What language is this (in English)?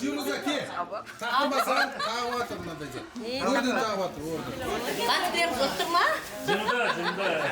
Kara-Kalpak